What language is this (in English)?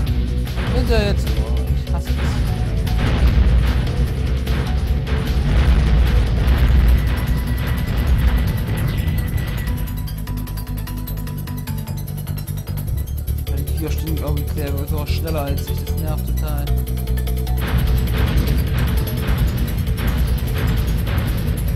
German